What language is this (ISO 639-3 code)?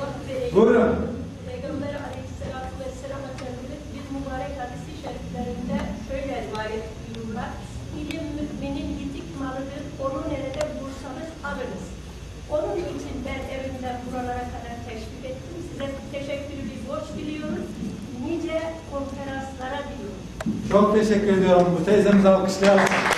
tur